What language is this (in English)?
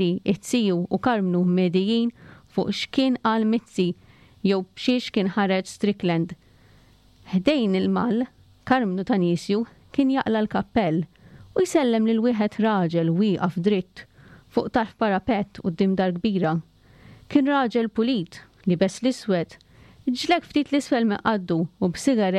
Maltese